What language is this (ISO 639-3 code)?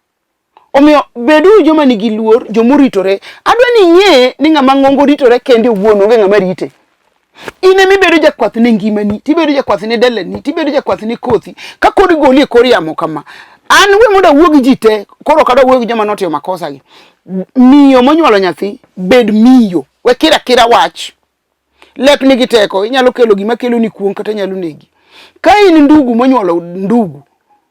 luo